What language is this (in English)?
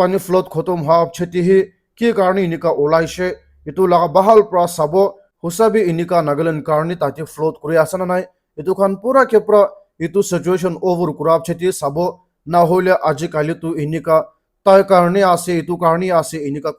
Naga Pidgin